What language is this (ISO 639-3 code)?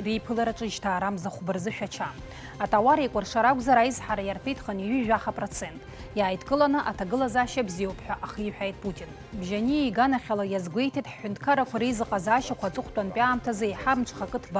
abk